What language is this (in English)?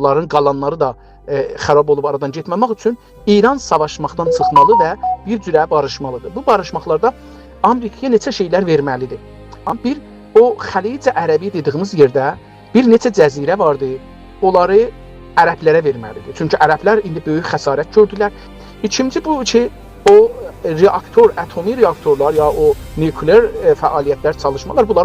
South Azerbaijani